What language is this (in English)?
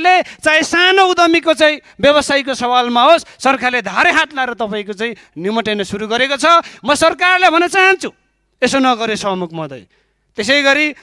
Nepali